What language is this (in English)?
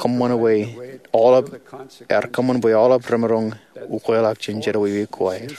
Marshallese